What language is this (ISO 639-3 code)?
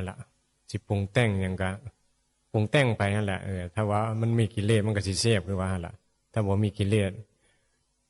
tts